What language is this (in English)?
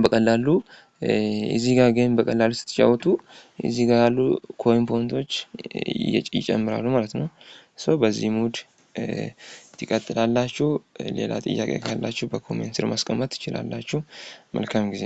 Amharic